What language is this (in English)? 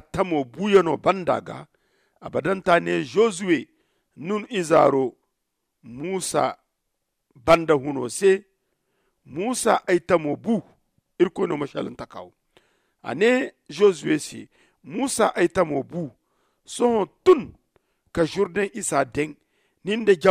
Zarma